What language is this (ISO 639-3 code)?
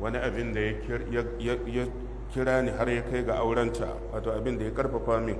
hau